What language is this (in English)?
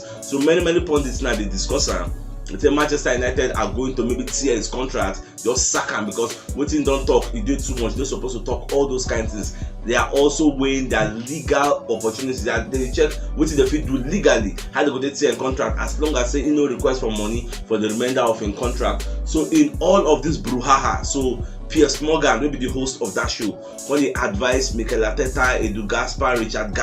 Nigerian Pidgin